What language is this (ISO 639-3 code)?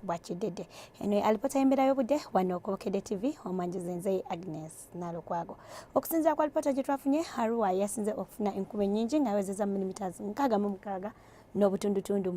lug